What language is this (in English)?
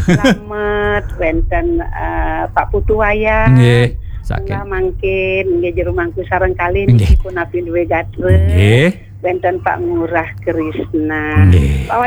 Balinese